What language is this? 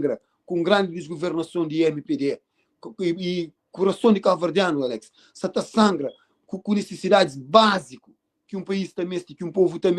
Kabuverdianu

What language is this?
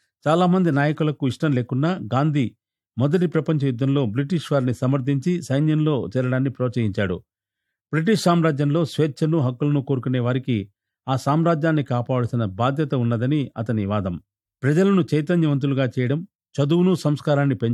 Telugu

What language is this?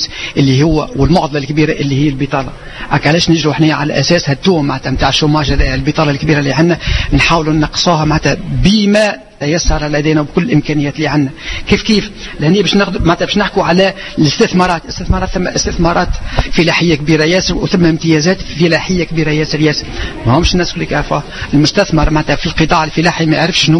Tunisian Arabic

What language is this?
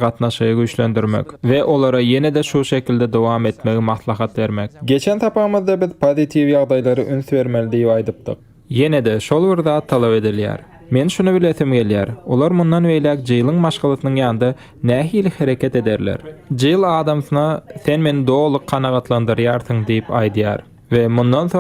Turkmen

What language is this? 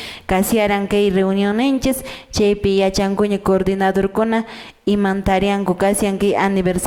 Quechua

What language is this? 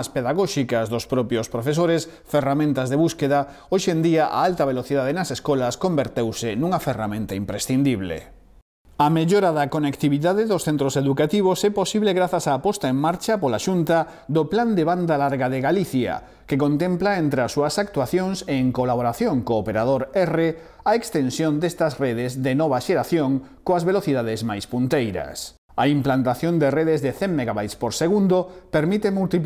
Galician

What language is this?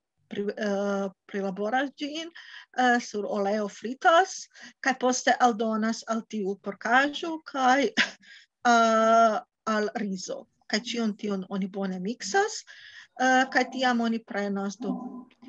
Esperanto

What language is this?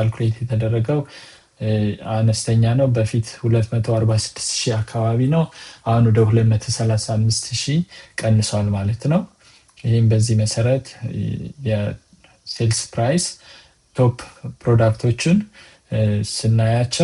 Amharic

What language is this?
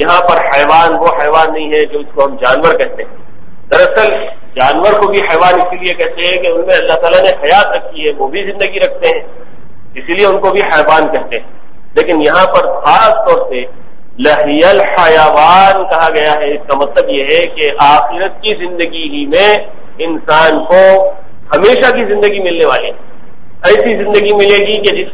Urdu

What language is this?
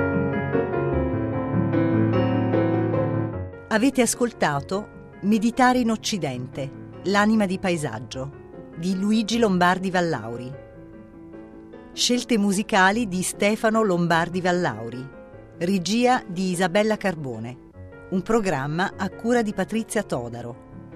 Italian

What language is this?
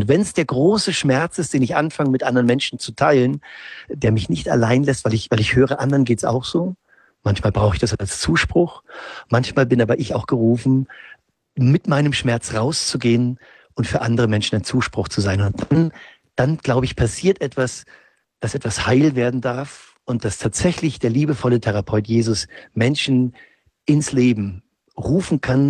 German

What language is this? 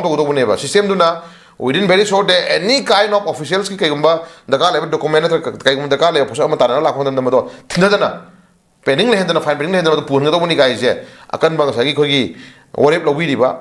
Manipuri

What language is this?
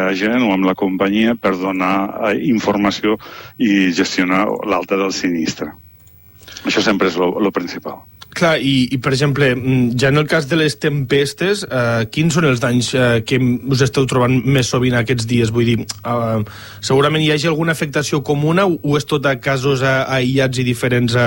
Catalan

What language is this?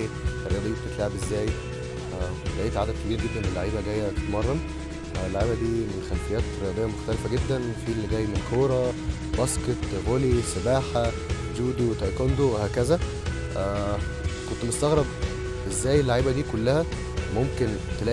Egyptian Arabic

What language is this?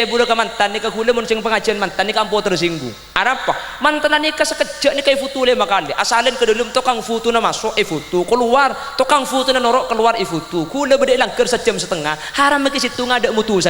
Madurese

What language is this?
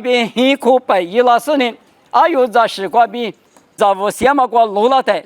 Lisu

